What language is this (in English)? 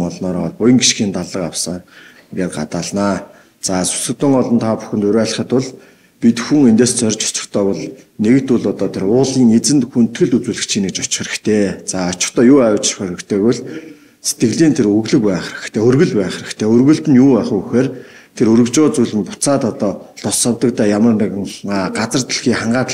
Mongolian